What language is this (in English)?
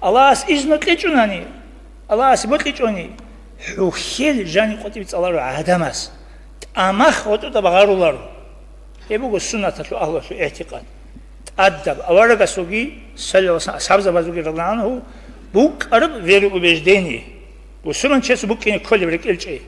Avaric